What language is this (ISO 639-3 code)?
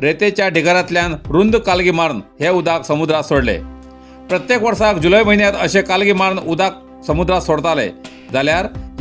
kok